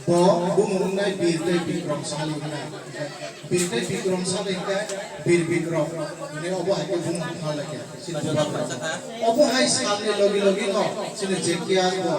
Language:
Kok Borok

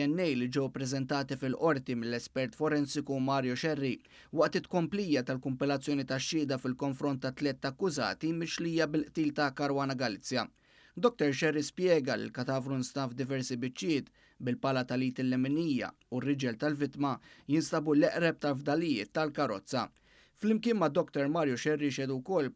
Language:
Maltese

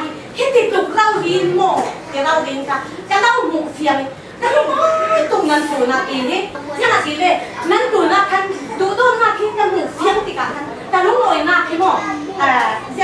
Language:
Falam Chin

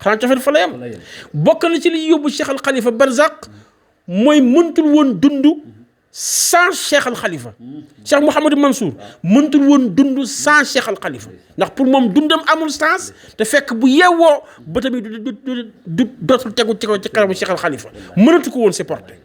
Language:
Wolof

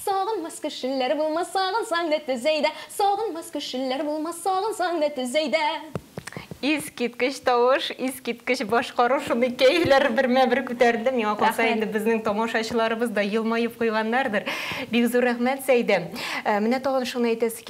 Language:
Tatar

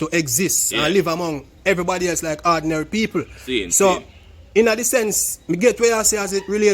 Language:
Jamaican Creole English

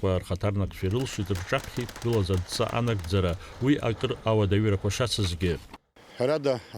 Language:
Abkhazian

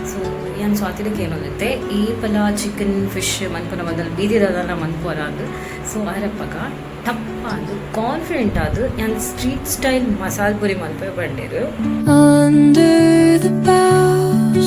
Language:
Tulu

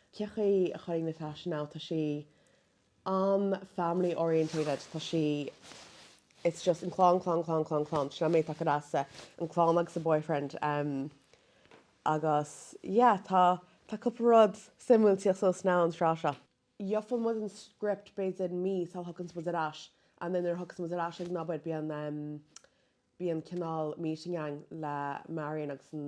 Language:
Irish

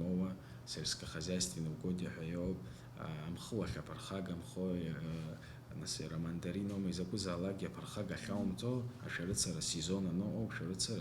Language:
Abkhazian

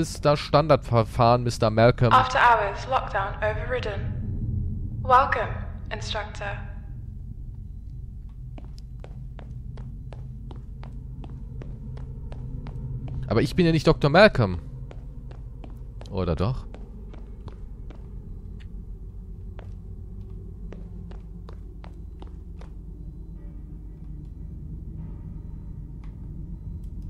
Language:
German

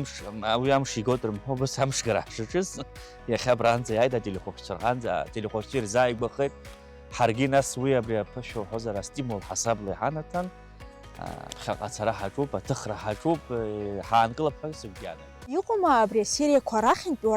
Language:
Abkhazian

